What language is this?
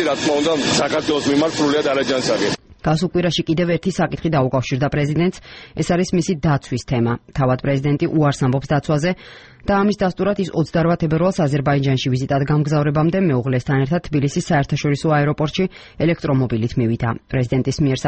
Georgian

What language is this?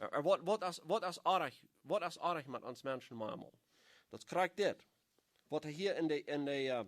Plautdietsch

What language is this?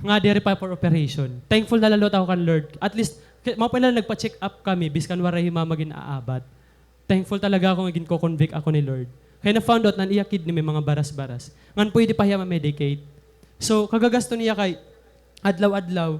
Waray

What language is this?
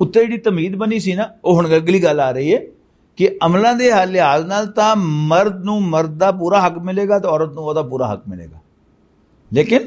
Western Panjabi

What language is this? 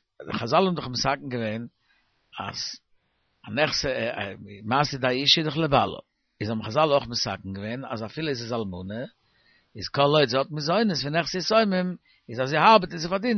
Yiddish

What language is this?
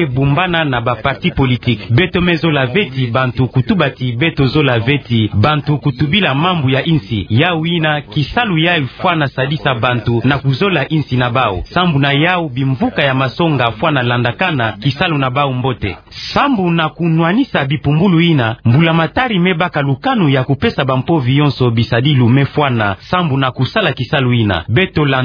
Kituba (Democratic Republic of Congo)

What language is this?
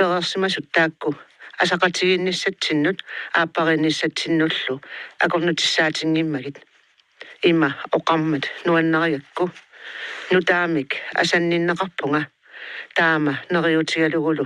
Kalaallisut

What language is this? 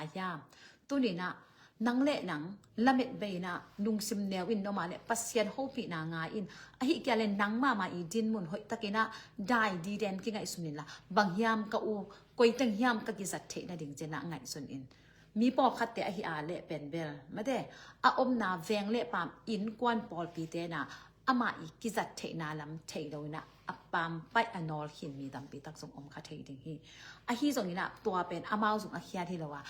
Tedim Chin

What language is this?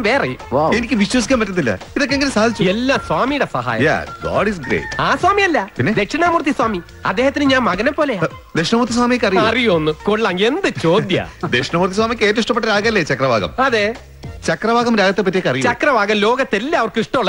Malayalam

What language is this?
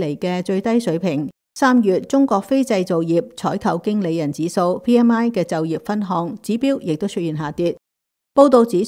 Cantonese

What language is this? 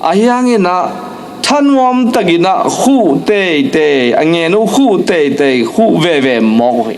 Tedim Chin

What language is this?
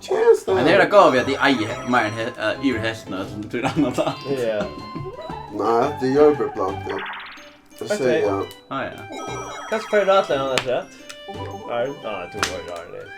Faroese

